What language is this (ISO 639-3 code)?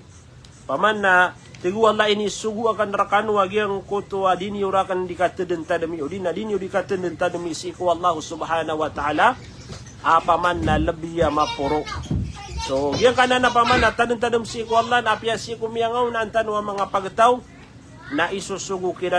mrw